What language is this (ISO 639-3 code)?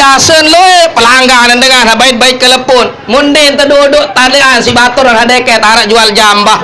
sas